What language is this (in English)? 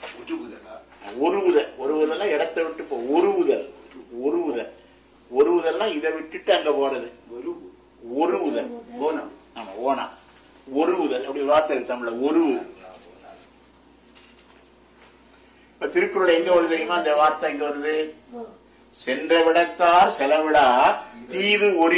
Tamil